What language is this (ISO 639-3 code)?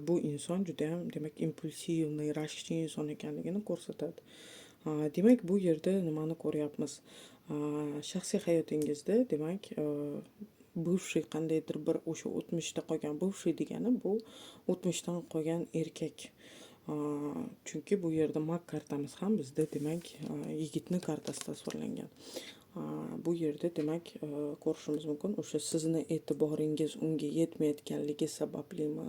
uzb